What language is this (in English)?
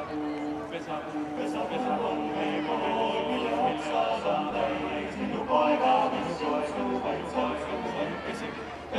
Estonian